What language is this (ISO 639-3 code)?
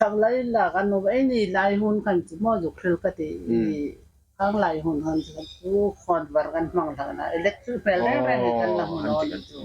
hmr